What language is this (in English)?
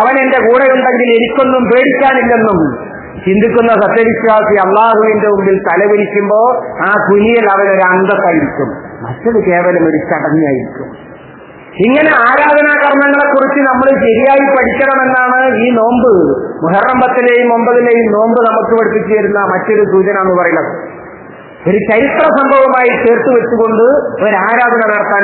Malayalam